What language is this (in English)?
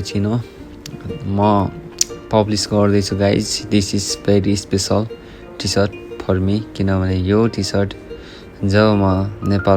Nepali